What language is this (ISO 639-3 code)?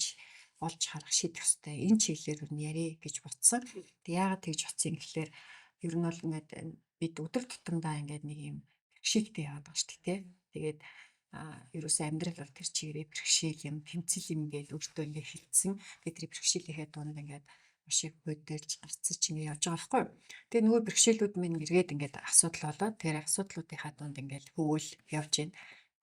mon